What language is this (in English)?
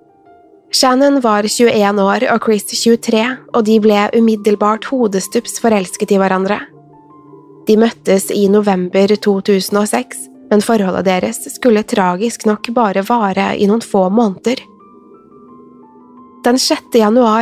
Norwegian